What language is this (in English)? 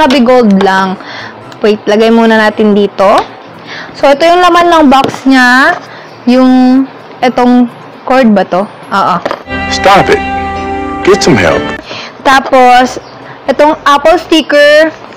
Filipino